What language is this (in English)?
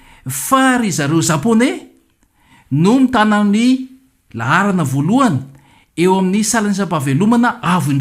Malagasy